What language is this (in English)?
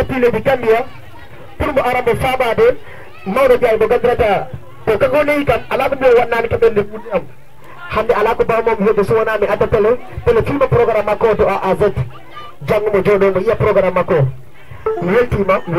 Fula